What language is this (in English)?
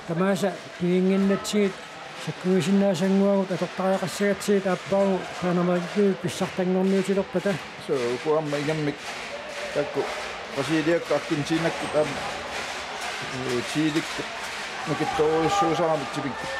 Kalaallisut